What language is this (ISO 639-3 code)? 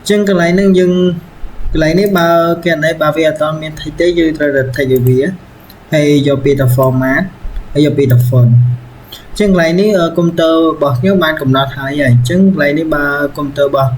khm